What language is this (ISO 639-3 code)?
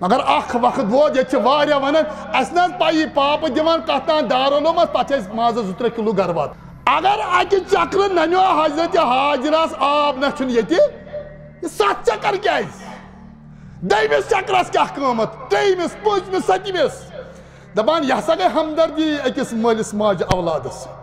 kas